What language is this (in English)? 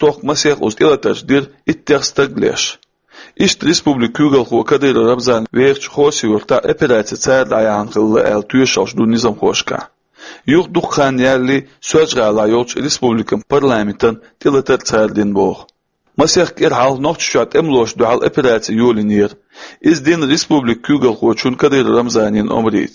Chechen